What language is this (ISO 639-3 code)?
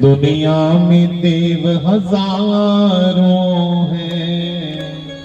doi